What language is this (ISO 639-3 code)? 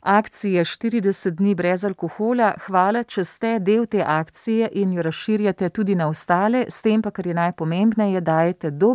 slv